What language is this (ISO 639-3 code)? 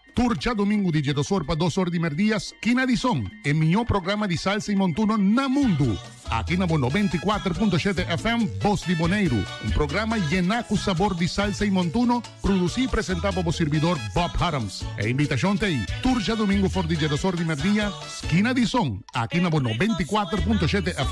pap